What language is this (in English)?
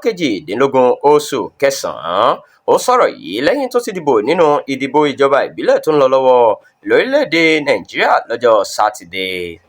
Yoruba